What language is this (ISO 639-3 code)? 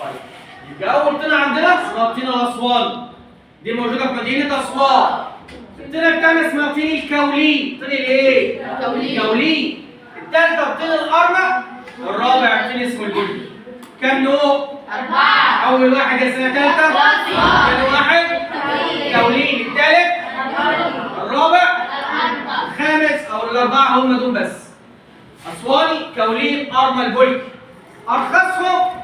arz